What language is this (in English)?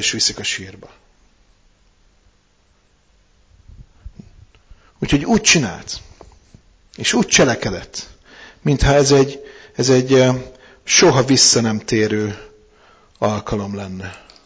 Hungarian